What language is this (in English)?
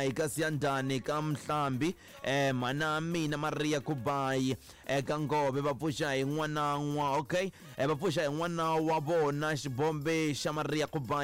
Tsonga